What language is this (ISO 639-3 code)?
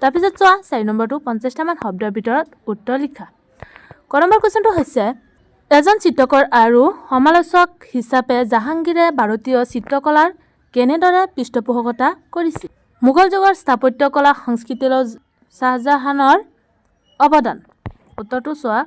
asm